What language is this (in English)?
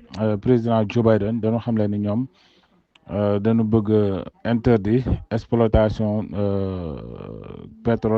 Wolof